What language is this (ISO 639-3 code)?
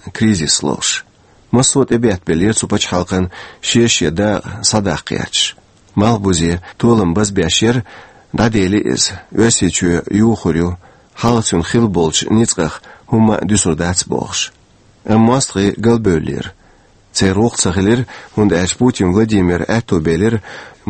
che